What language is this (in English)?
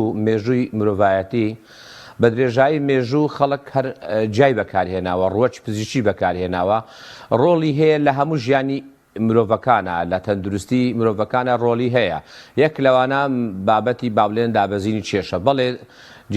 Central Kurdish